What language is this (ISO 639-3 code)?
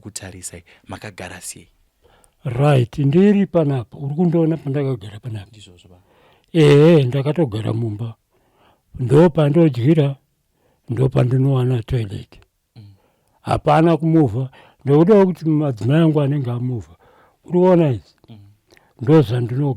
sna